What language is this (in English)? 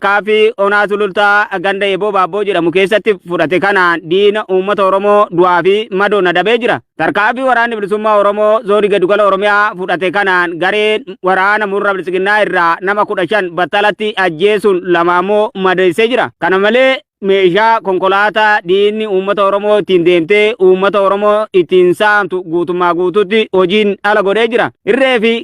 Oromo